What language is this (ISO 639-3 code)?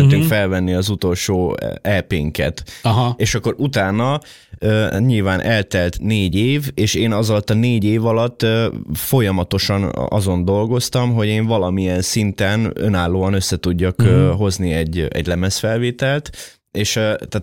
hun